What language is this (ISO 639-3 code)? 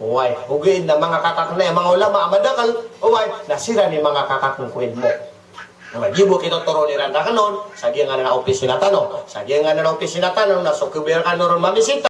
mrw